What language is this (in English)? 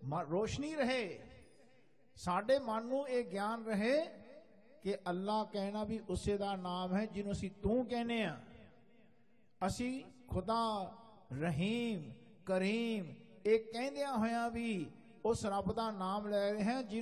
Punjabi